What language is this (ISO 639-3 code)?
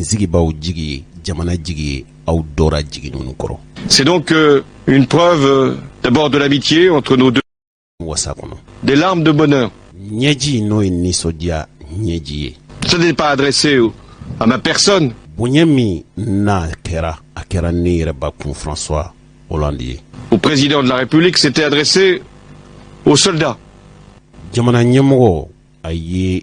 bam